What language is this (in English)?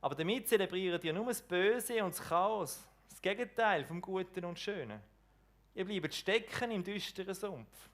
Swiss German